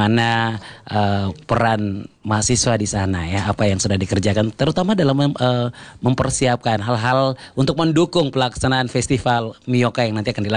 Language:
Indonesian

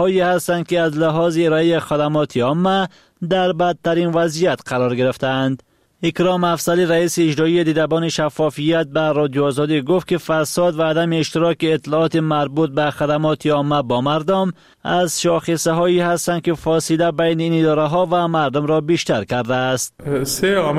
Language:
Persian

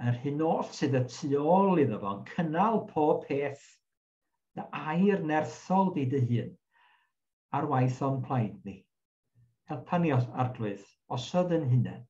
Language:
Welsh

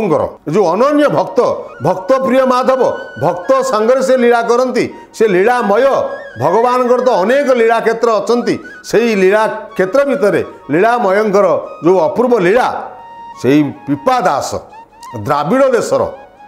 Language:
Odia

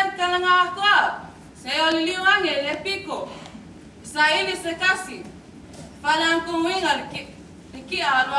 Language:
Samoan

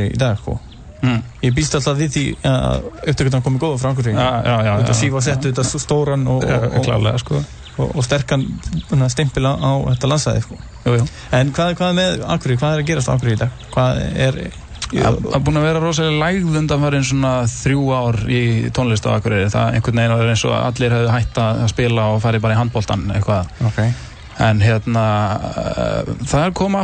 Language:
Icelandic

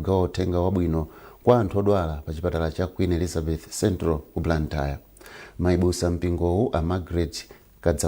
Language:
Nyanja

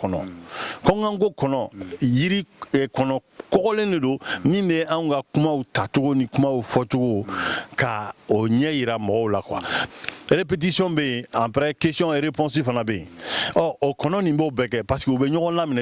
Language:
Bambara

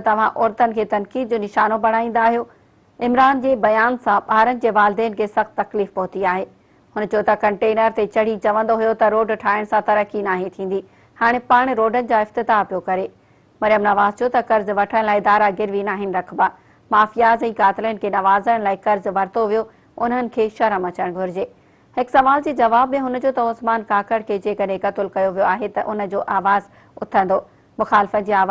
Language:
Sindhi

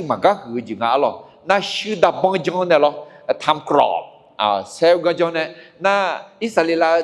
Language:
Akha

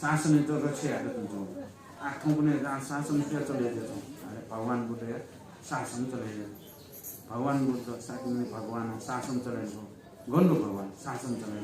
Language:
Newari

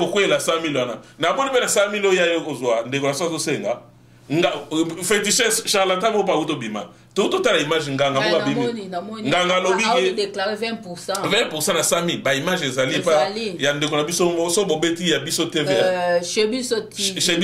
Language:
Lingala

